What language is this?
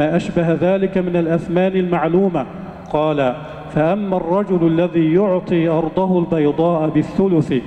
Arabic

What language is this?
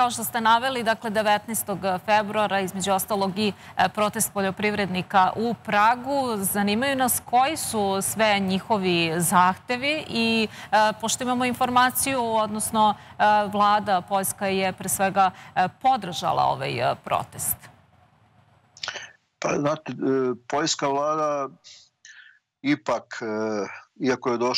Serbian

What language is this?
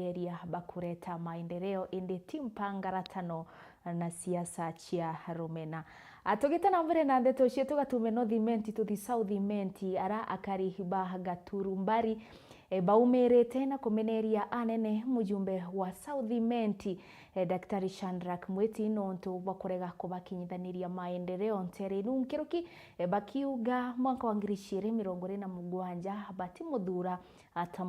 Meru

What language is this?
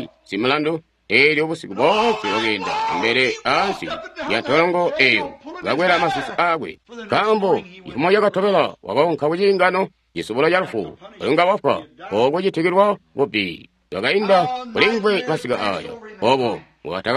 Tonga (Zambia)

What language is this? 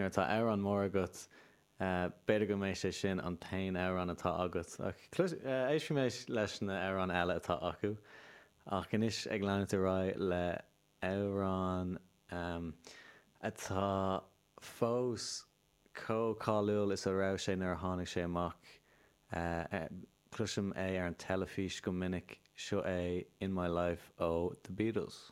Irish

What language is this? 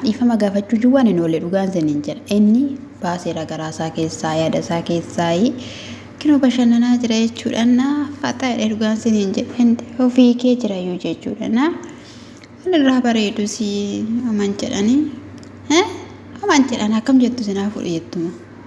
Oromo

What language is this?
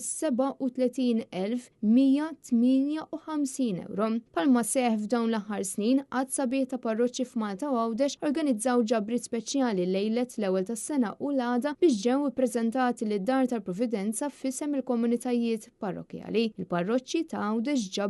Maltese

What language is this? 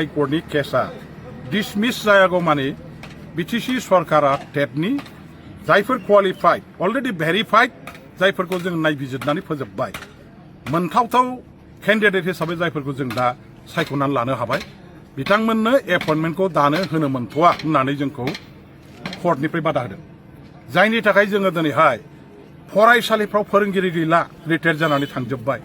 Bodo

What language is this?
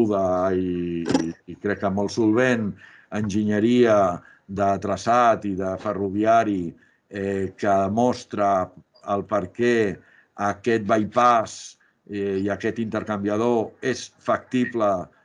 Catalan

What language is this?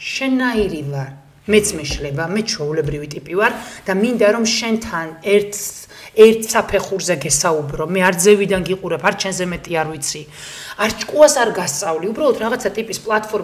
Georgian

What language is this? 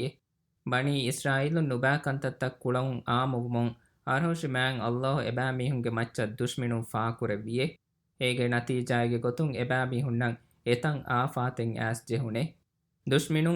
Divehi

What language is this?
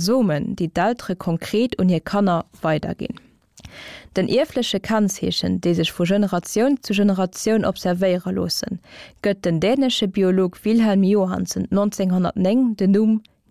Luxembourgish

